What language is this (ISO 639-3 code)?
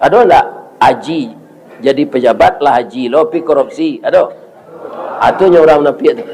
min